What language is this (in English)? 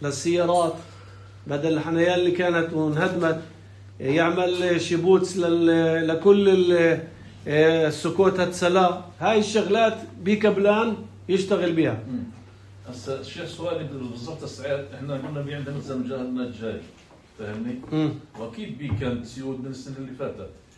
North Levantine Arabic